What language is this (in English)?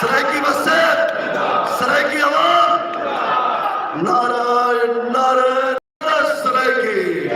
Saraiki